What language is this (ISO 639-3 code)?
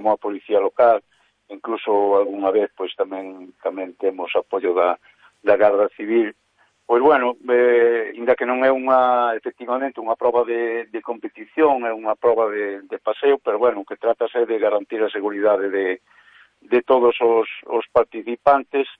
glg